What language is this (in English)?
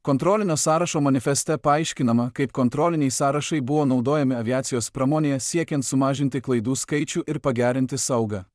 Lithuanian